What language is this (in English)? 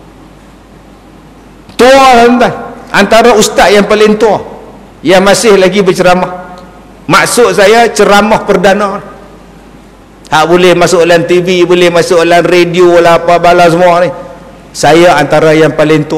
Malay